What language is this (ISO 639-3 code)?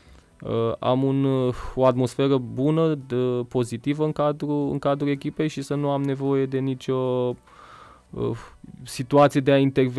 ron